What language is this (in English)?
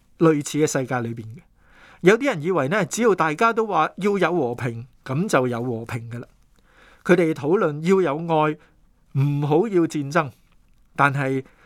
Cantonese